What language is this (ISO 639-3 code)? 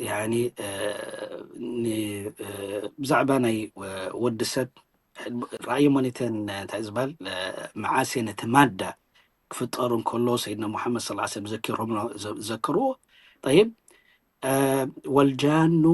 tir